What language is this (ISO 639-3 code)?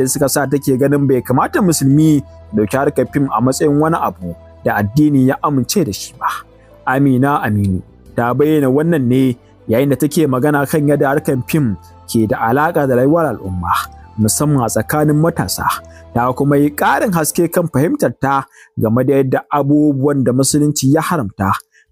hau